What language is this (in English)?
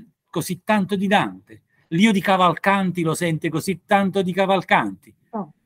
Italian